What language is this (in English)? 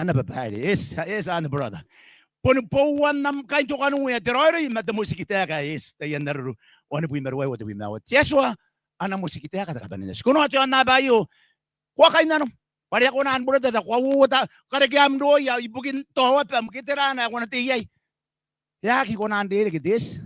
Gilbertese